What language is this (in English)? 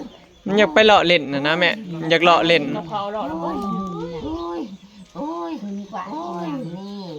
Northeastern Thai